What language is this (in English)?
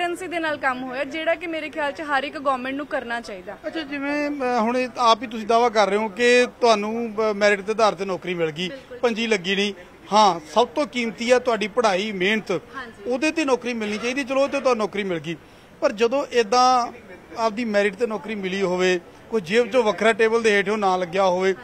Punjabi